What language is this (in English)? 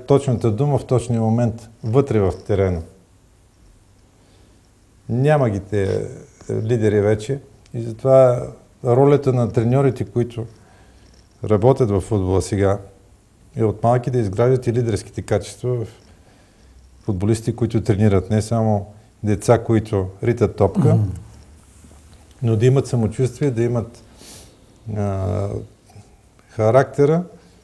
Bulgarian